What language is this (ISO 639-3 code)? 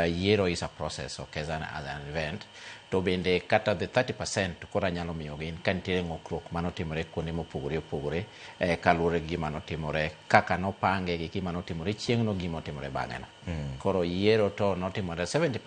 luo